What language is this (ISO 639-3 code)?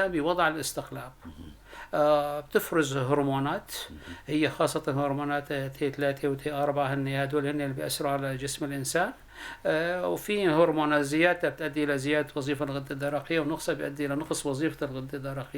apc